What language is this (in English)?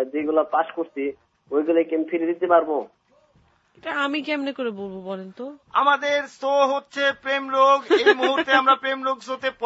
Bangla